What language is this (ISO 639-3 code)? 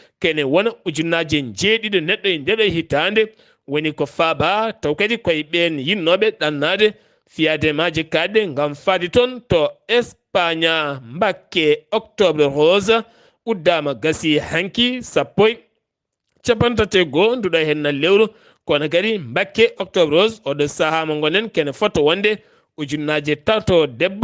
ful